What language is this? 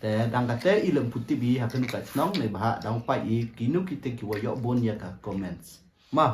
Pnar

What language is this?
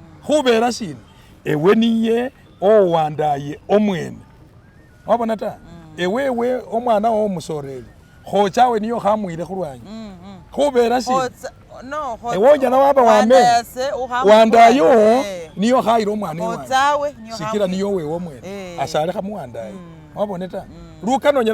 Masaaba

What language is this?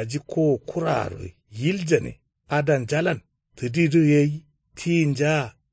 Kanuri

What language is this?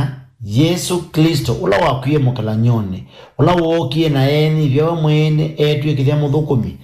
Kamba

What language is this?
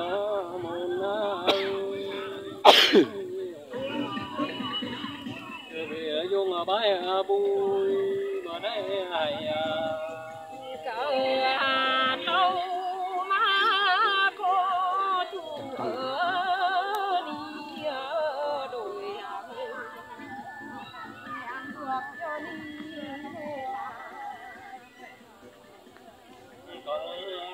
Vietnamese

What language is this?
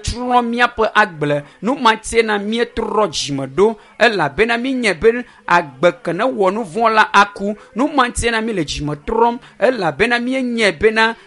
Ewe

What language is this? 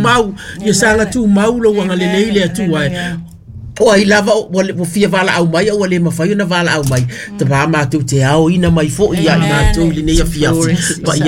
Samoan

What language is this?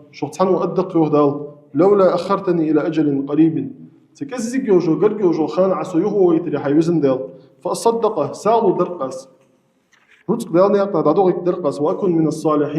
Ingush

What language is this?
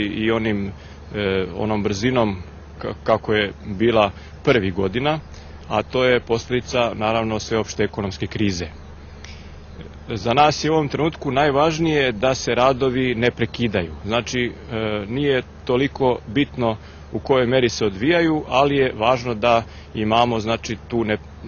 Serbian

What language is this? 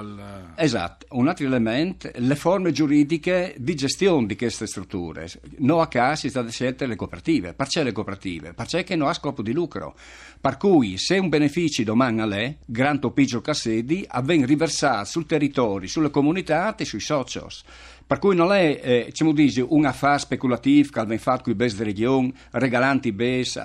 Friulian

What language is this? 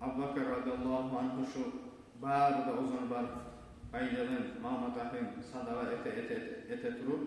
Kumyk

